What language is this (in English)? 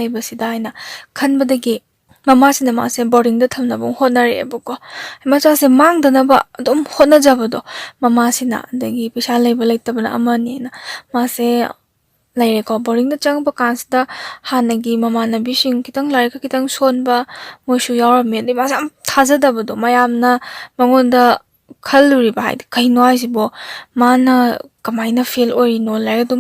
Manipuri